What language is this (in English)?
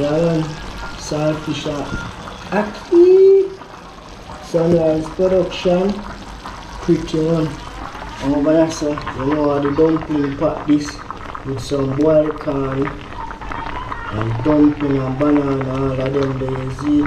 Jamaican Creole English